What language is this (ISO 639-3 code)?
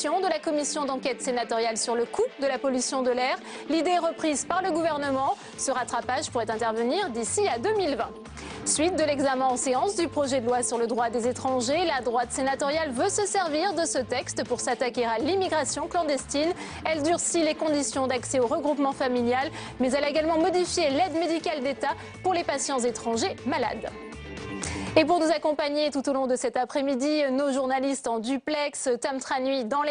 fra